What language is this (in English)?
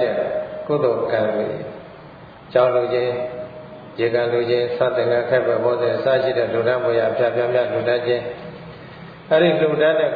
Burmese